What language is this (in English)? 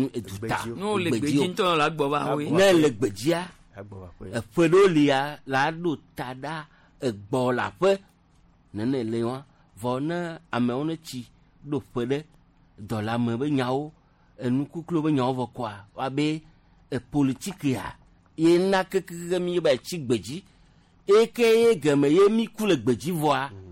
Gen